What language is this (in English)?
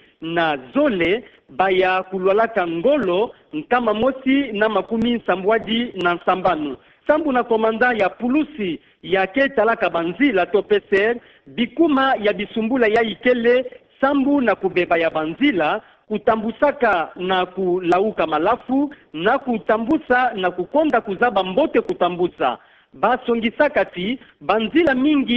Kituba (Democratic Republic of Congo)